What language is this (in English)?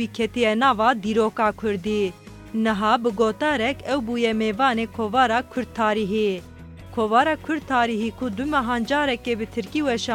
Kurdish